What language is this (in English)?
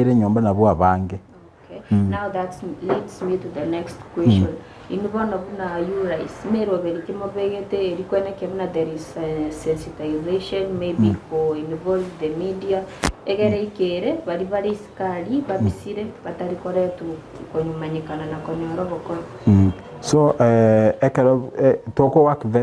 Gusii